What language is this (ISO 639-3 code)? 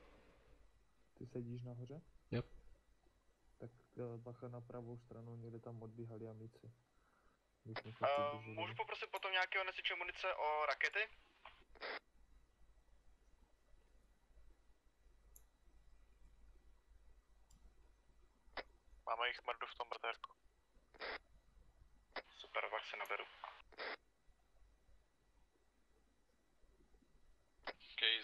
ces